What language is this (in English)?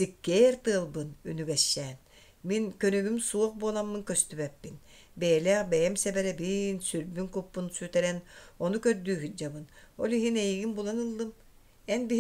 Yakut